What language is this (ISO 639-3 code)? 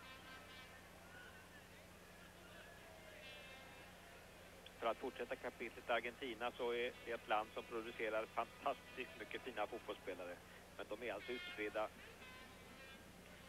swe